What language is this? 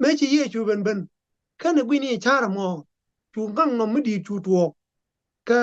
Nuer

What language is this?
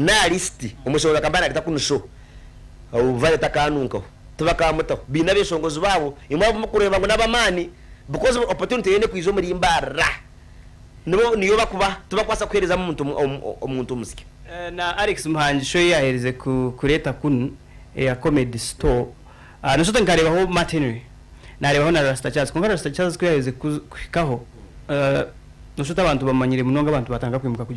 Nyankole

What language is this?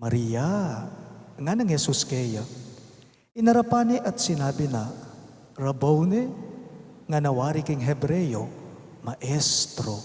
Pampanga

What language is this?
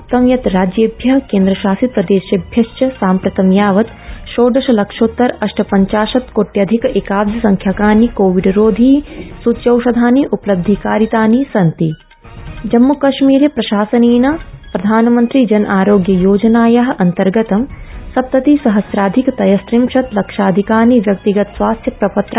Sanskrit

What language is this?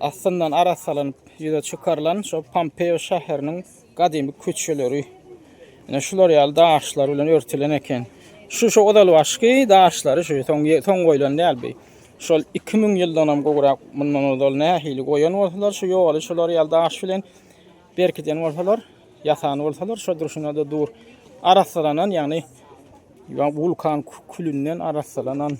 Turkmen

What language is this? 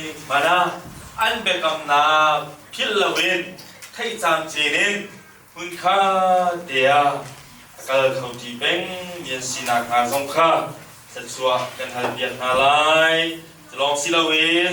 Hakha Chin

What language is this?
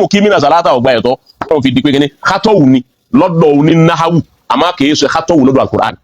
Yoruba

